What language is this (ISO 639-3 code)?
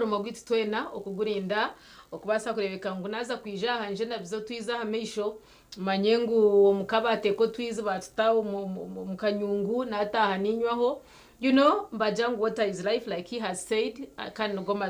nyn